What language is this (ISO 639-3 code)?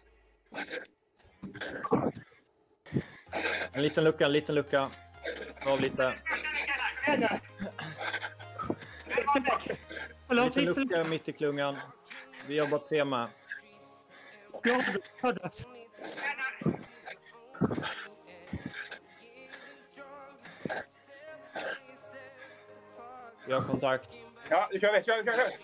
swe